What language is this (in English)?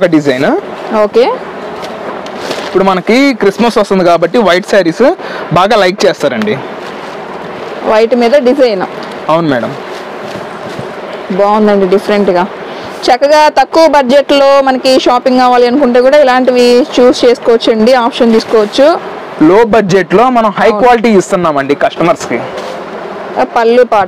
Telugu